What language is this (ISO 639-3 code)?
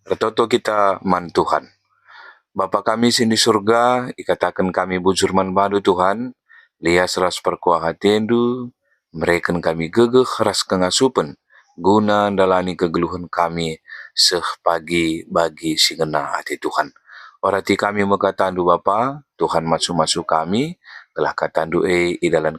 btx